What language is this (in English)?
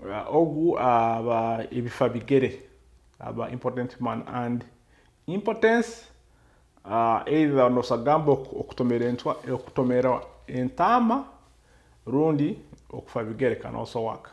Nyoro